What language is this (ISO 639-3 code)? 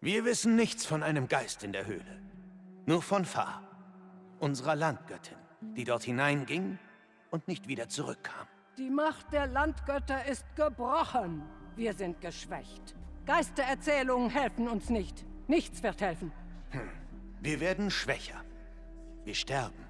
bar